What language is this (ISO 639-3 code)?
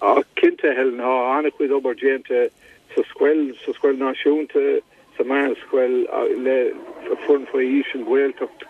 gle